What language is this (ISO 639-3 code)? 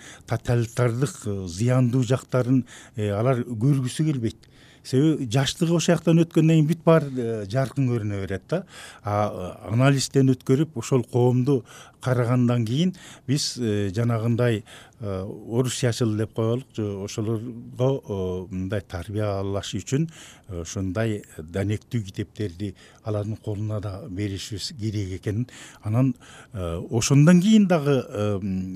kir